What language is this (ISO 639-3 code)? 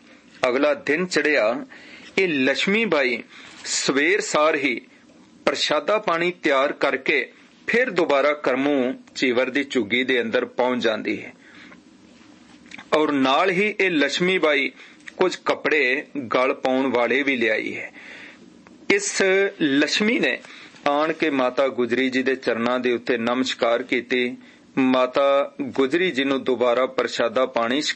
pan